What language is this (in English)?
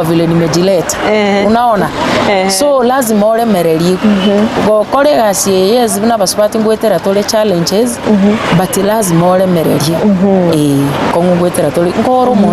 Gusii